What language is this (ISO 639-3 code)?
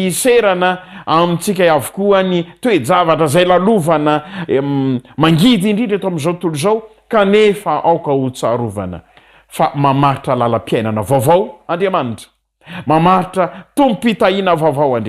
mlg